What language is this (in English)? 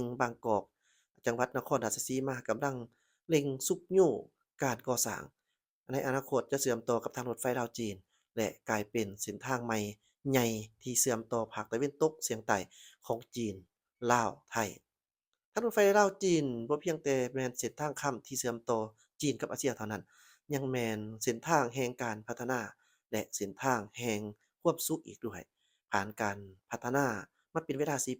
Lao